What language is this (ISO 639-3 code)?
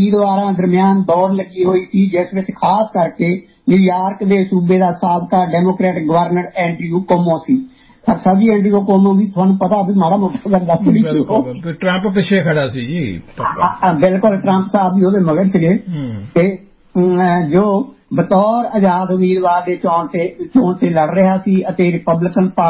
pan